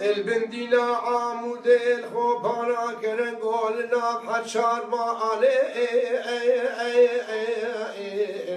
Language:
Kurdish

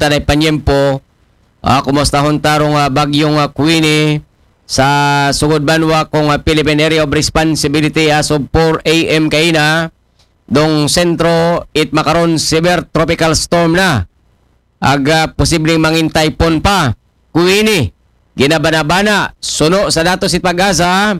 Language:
Aklanon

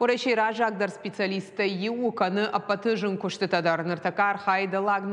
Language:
Ossetic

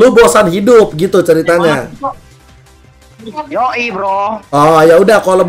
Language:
Indonesian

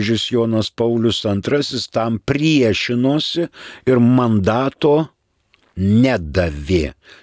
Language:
Lithuanian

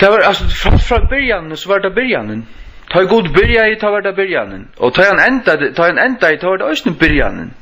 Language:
Faroese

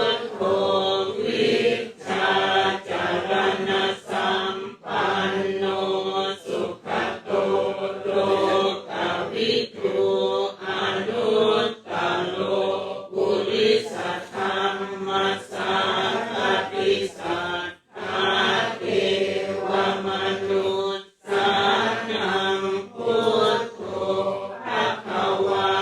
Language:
Pali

